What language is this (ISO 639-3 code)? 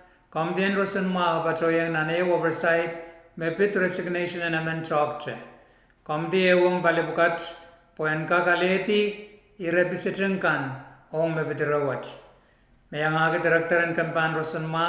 pon